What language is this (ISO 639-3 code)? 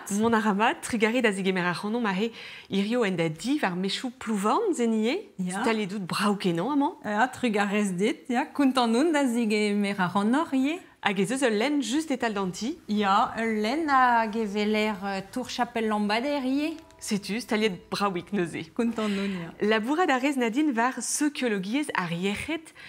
bre